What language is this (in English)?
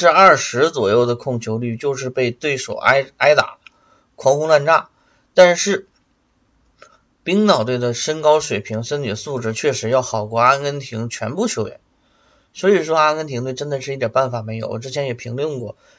Chinese